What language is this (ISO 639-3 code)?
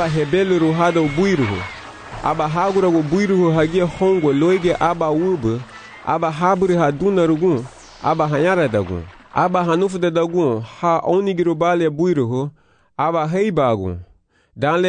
cab